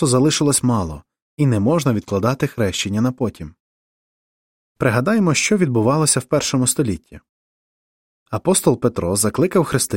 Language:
Ukrainian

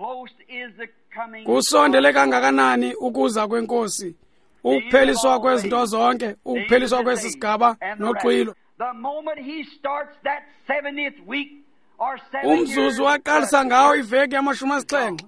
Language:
Xhosa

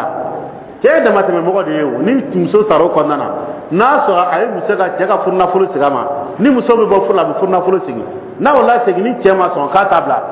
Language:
Dyula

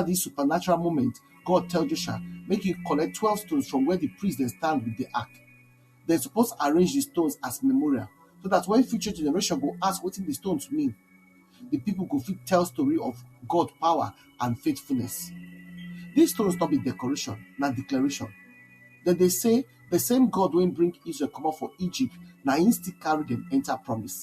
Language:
Nigerian Pidgin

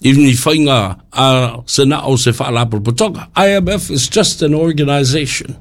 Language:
Samoan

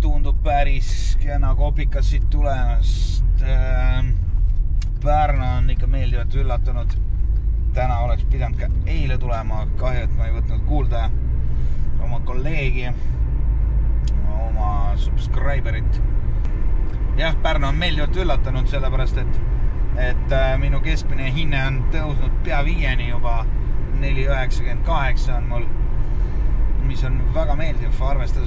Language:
Estonian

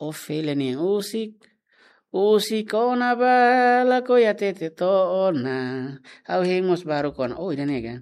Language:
Tetum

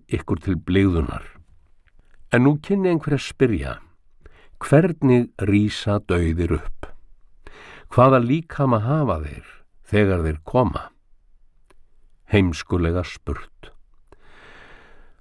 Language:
Icelandic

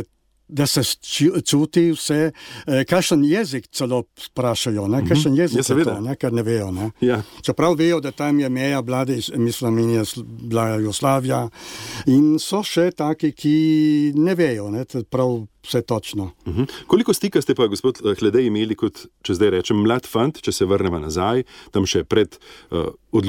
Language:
Slovenian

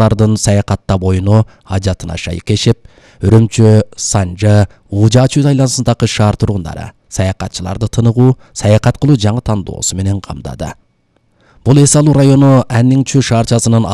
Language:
Kyrgyz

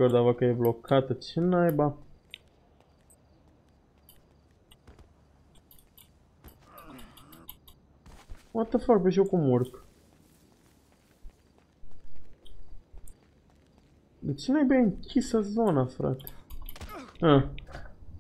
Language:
Romanian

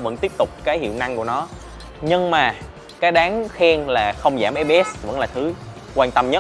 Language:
Vietnamese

